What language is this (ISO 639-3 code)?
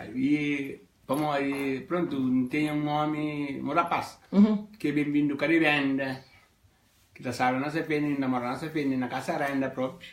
kea